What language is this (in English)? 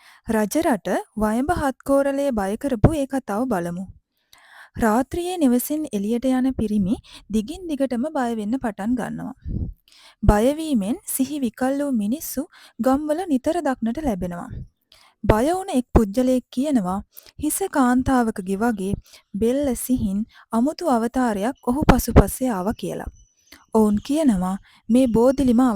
Sinhala